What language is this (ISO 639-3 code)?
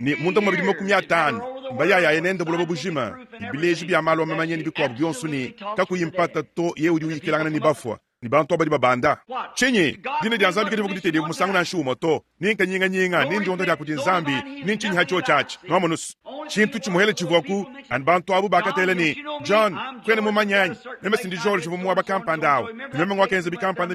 lua